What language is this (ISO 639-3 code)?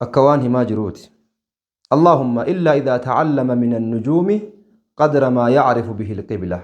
orm